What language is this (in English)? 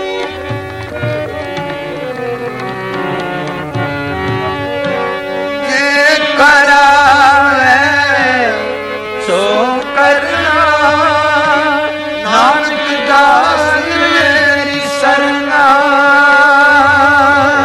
Punjabi